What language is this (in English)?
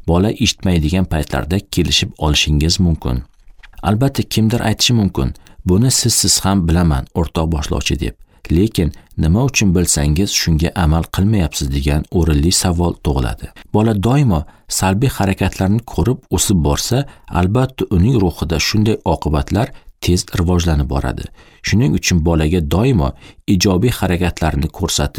Uzbek